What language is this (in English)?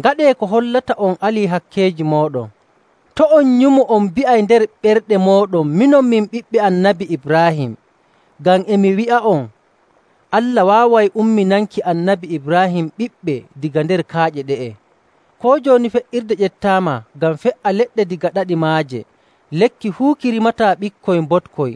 Nigerian Fulfulde